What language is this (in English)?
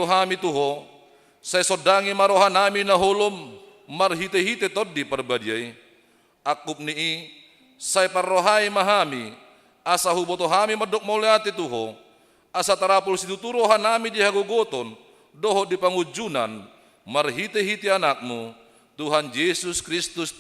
Batak Toba